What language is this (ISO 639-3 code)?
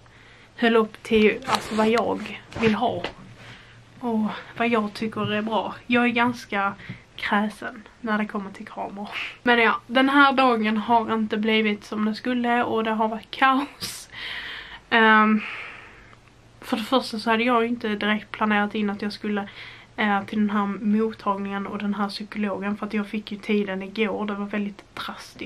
swe